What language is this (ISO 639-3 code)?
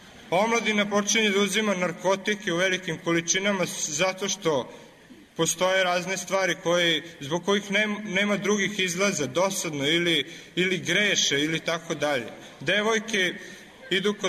srp